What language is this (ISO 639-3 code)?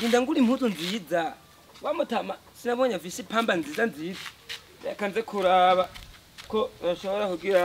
run